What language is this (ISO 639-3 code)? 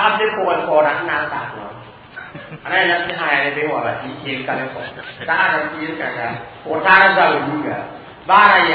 mos